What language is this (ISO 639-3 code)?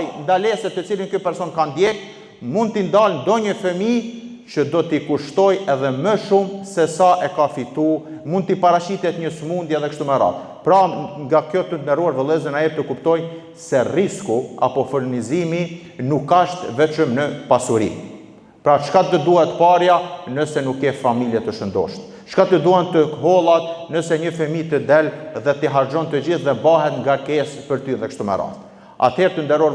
sqi